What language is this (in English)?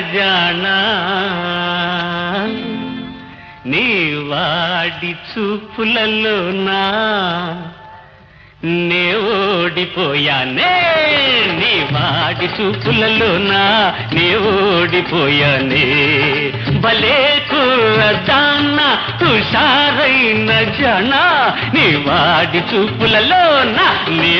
Telugu